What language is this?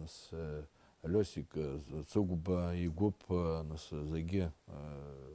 Abkhazian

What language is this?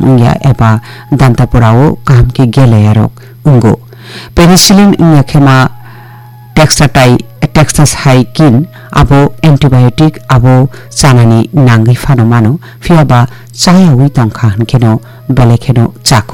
Kok Borok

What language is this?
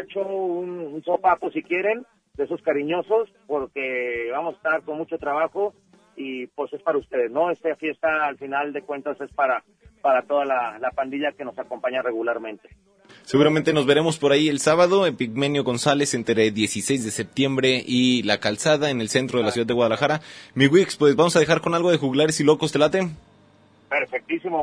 Spanish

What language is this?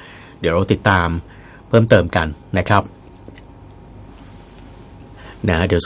Thai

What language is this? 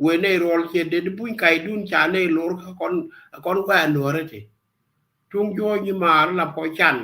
Nuer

